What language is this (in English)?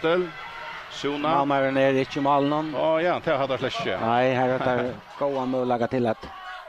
Faroese